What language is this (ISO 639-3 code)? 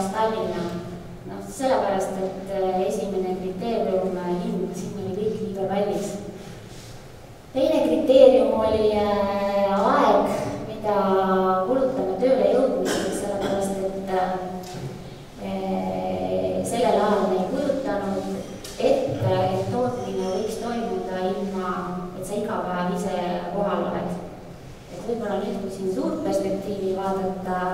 est